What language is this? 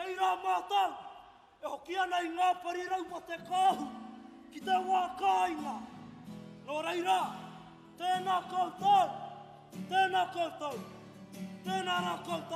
Māori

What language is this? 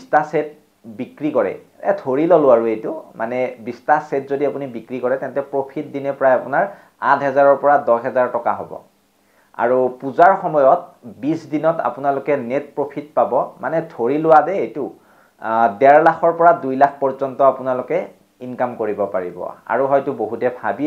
Assamese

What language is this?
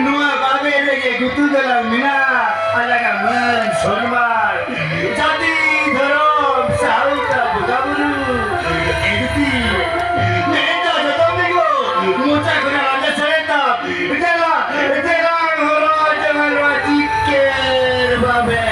Santali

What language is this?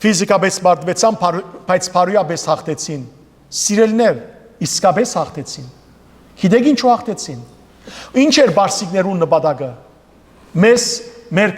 Western Armenian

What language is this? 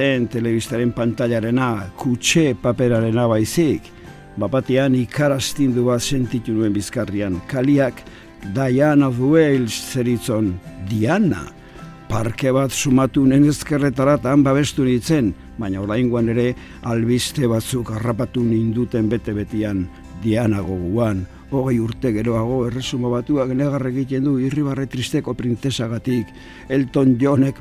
Basque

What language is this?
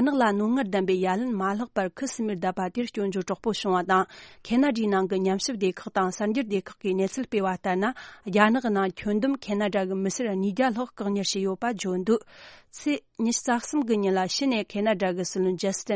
Tibetan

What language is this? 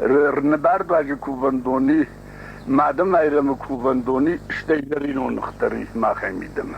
Ossetic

